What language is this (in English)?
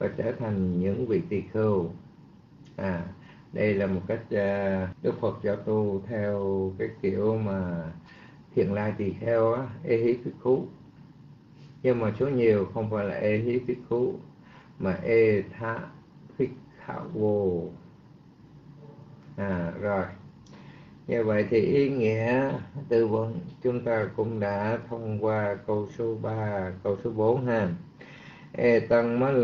Vietnamese